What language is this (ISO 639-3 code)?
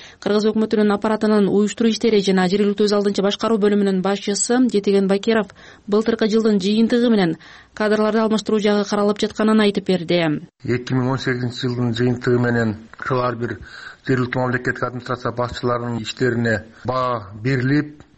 kir